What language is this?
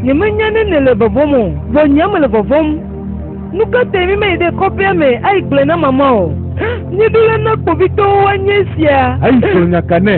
Ewe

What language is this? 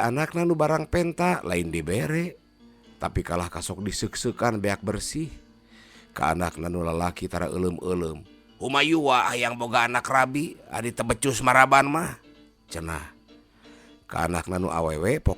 Sundanese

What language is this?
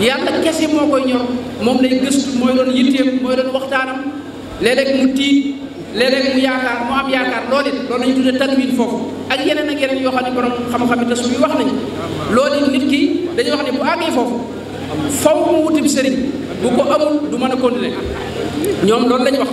Wolof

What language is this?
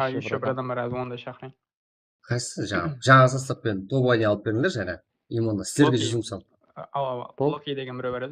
Kara-Kalpak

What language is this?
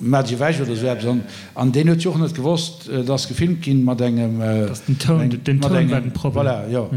Luxembourgish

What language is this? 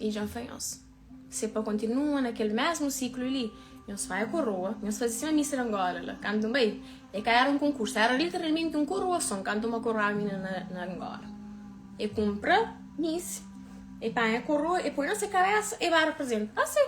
Kabuverdianu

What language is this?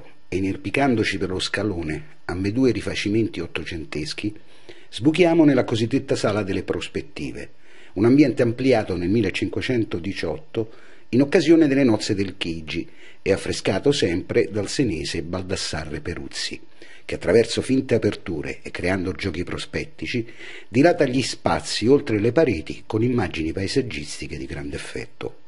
Italian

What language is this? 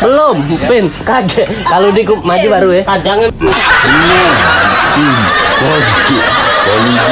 Musi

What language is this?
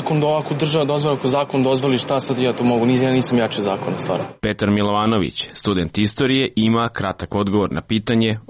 Serbian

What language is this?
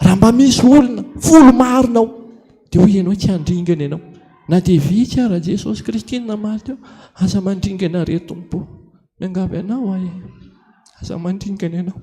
Malagasy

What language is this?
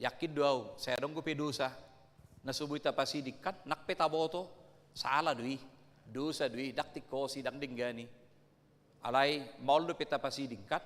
Batak Toba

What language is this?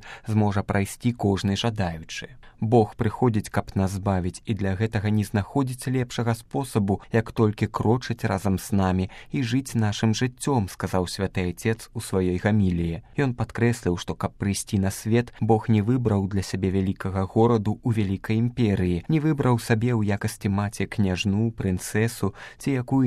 Belarusian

